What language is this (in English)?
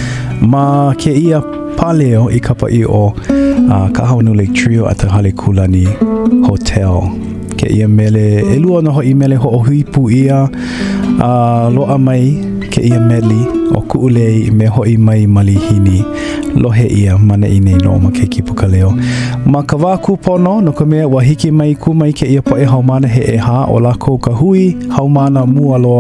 Hawaiian